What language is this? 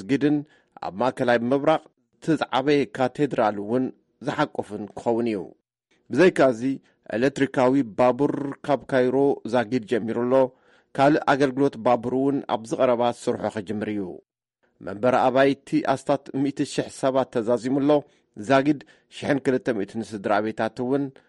Tigrinya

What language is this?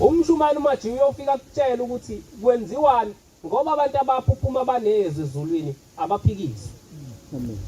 Zulu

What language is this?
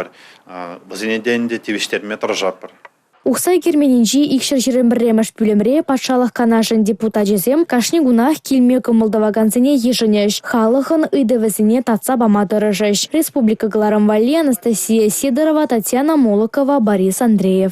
Chuvash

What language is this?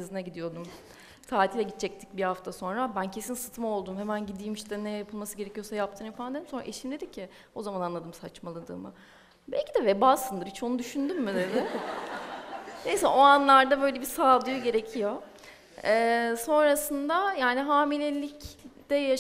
Turkish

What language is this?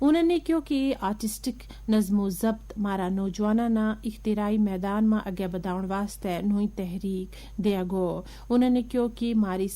Gujari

